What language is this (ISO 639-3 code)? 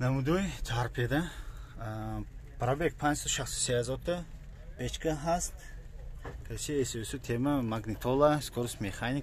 tgk